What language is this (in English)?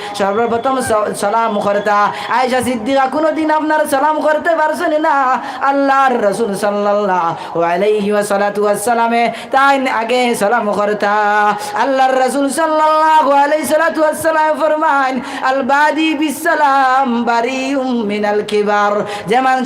Sylheti